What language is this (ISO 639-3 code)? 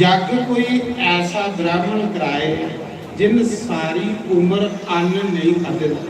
doi